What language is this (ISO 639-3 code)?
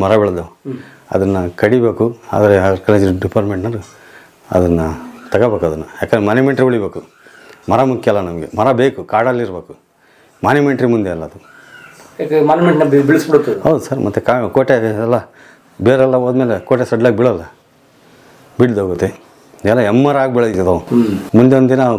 kan